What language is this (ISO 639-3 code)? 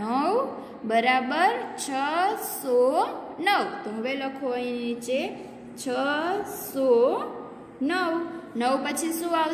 guj